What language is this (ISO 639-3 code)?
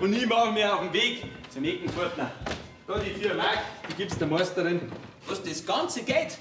bar